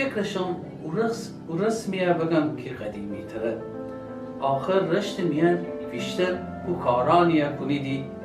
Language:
Gilaki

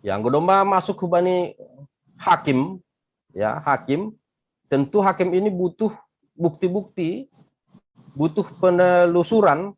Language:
Batak Simalungun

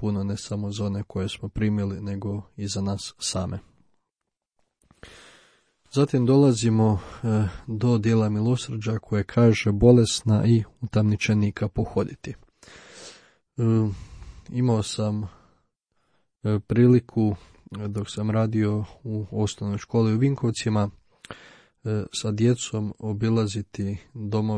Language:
Croatian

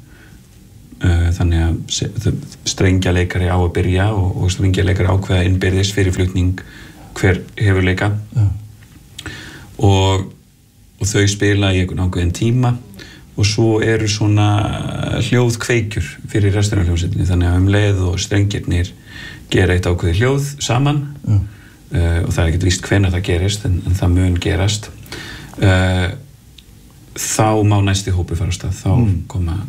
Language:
Icelandic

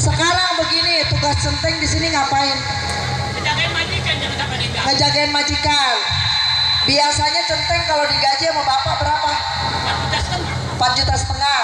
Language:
Betawi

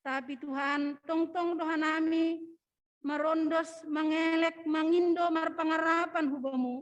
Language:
Batak Simalungun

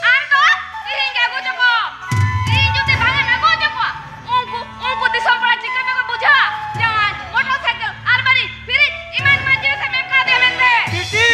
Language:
Santali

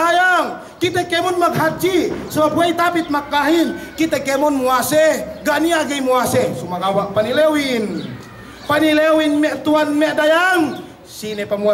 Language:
Yakan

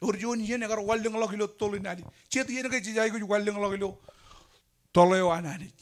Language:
Marshallese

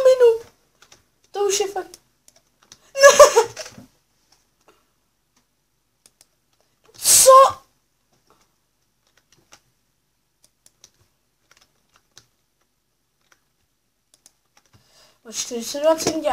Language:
Czech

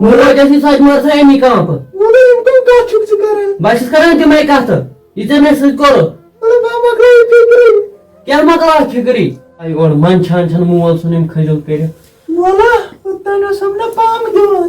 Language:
Kashmiri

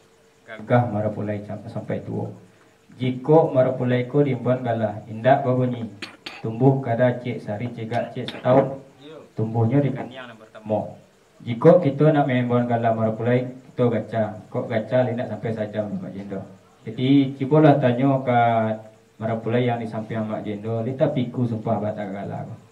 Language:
Minangkabau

